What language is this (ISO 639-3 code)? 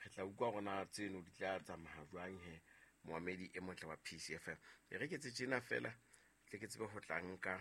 sot